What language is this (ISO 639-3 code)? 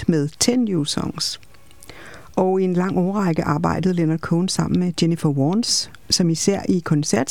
dan